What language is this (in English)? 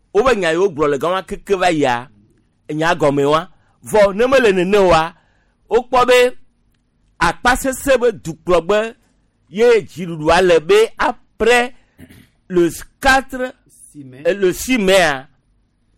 Gen